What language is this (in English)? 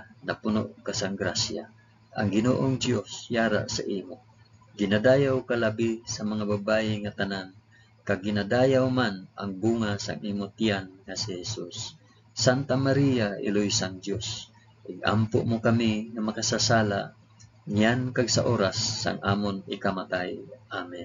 Hiligaynon